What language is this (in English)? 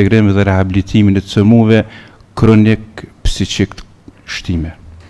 Albanian